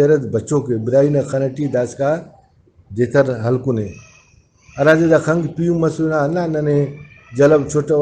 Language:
Brahui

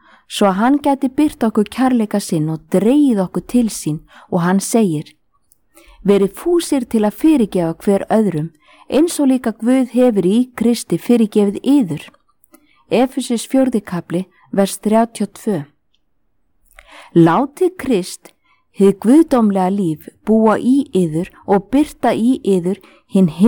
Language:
Icelandic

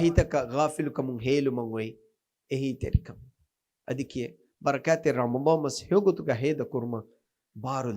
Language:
Divehi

